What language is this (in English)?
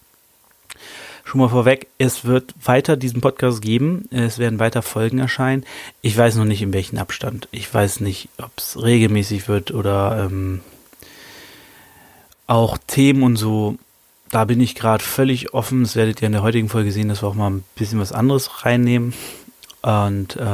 German